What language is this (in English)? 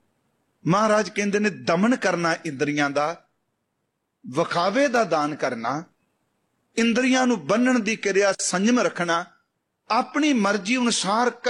Punjabi